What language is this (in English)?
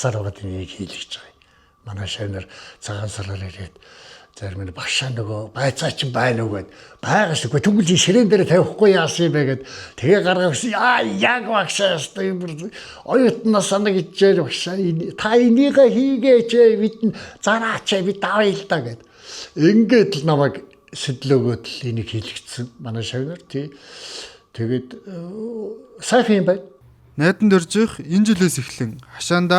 Mongolian